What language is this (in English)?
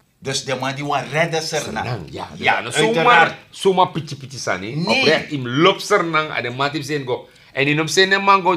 Sranan Tongo